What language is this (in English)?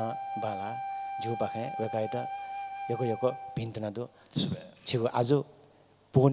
Newari